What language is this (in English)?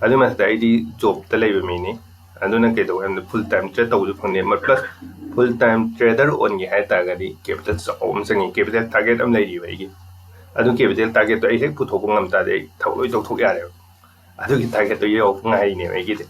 Manipuri